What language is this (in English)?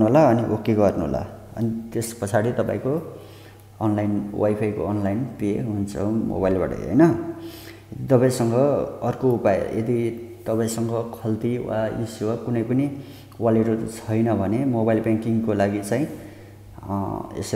Nepali